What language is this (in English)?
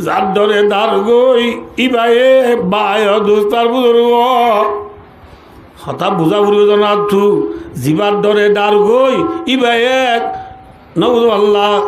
Rohingya